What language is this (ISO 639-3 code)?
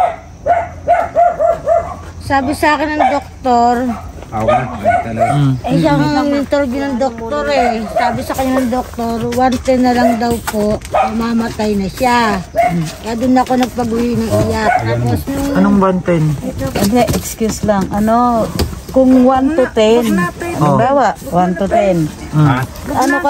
fil